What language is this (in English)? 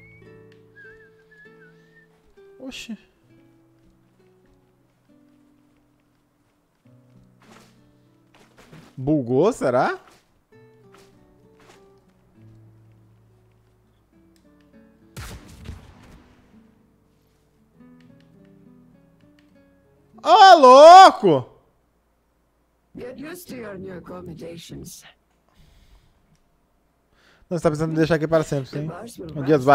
Portuguese